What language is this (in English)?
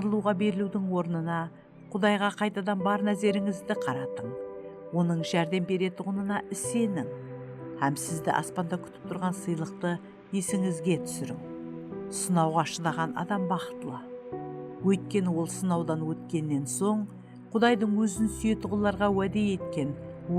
Kara-Kalpak